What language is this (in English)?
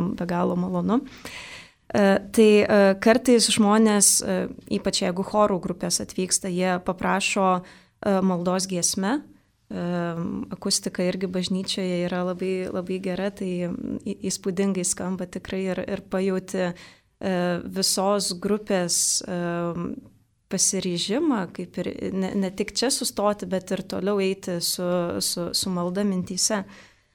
Lithuanian